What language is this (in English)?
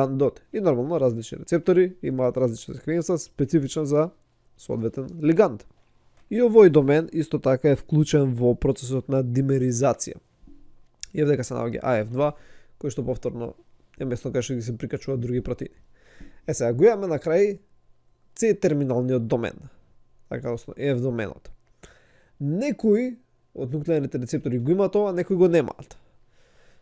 Macedonian